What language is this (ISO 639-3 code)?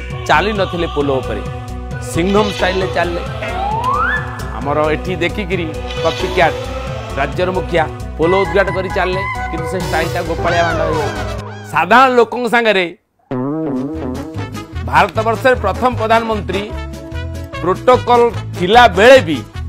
ori